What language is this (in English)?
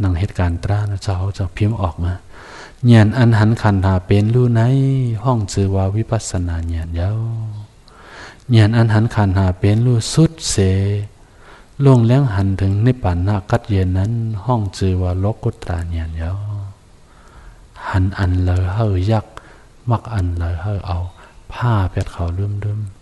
Shan